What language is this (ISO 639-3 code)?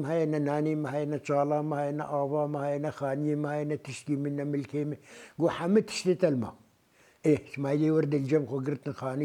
kur